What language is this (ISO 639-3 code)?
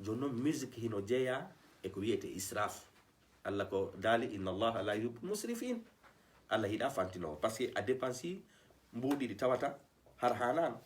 ful